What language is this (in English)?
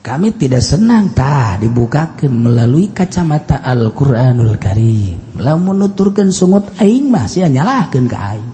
Sundanese